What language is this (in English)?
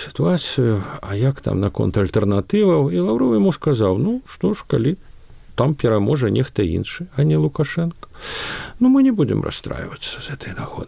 Belarusian